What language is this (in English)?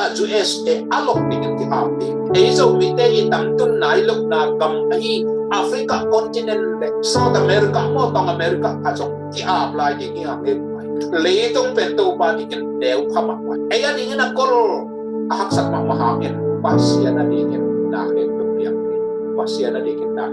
Tedim Chin